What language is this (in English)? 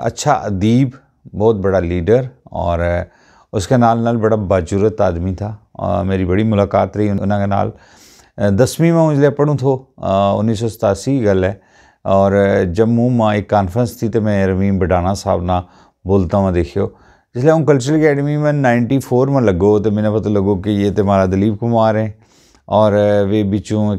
Gujari